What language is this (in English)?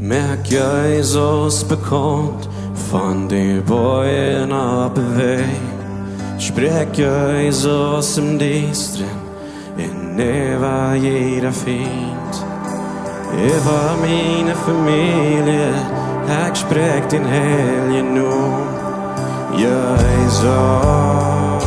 Plautdietsch